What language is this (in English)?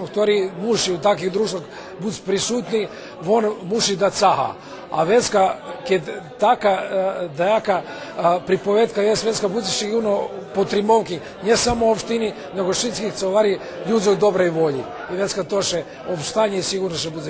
Rusyn